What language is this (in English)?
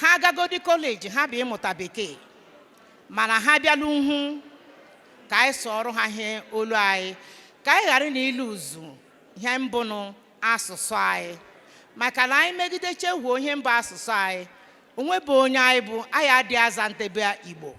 Igbo